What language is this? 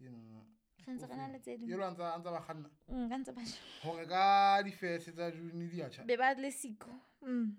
Southern Sotho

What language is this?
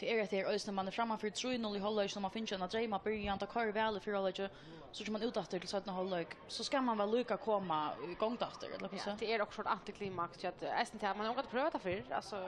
Faroese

